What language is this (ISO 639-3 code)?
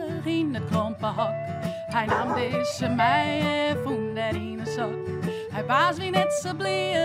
fry